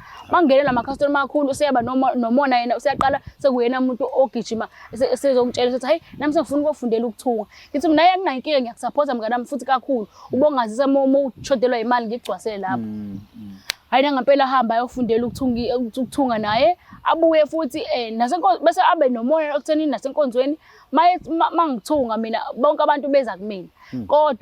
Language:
Zulu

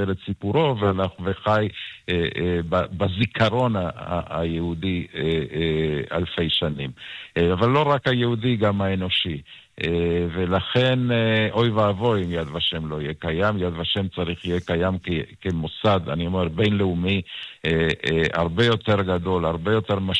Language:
Hebrew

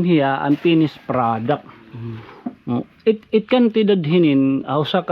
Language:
Waray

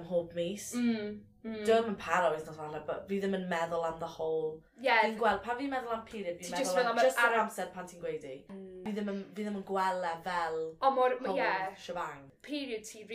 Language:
Welsh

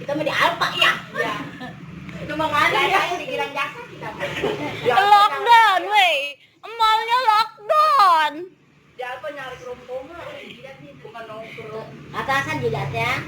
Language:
Betawi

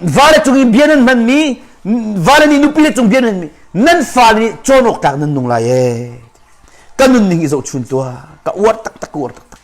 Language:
Hakha Chin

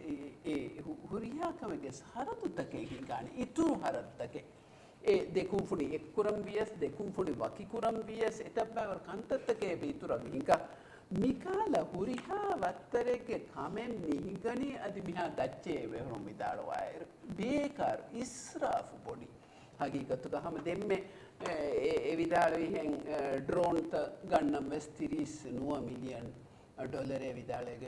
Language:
Divehi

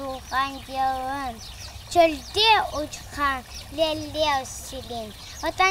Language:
Crimean Tatar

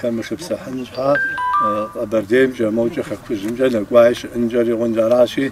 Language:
Kabardian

